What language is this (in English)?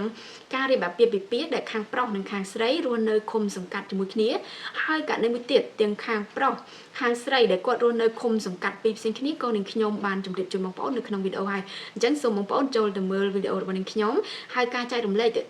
Khmer